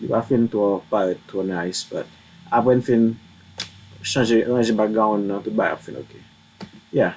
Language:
Haitian Creole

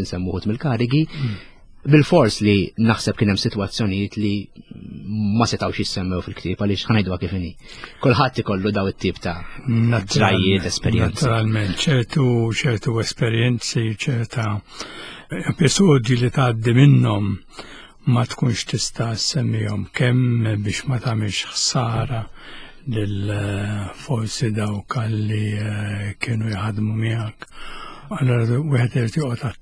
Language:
Maltese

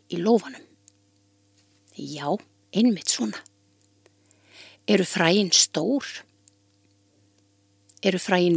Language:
Icelandic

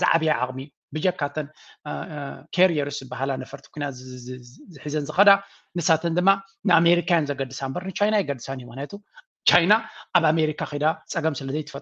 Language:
Tigrinya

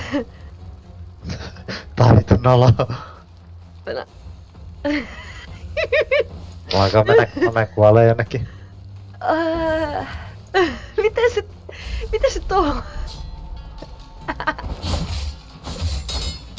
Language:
Finnish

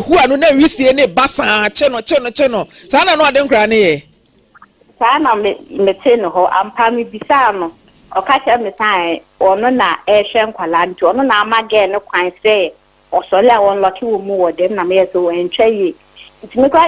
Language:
Akan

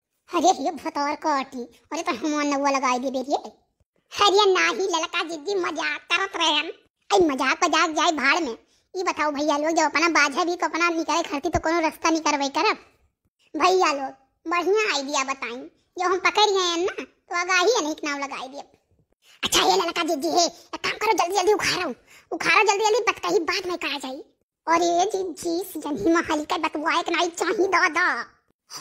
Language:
Awadhi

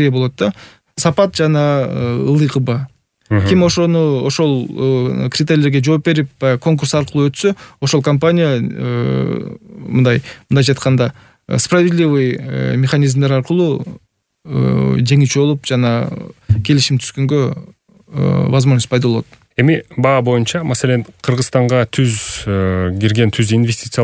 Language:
Kyrgyz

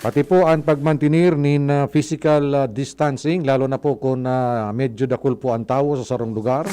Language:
Bikol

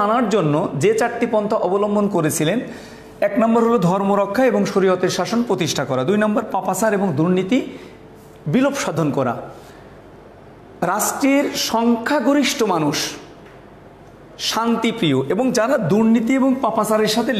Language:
Bangla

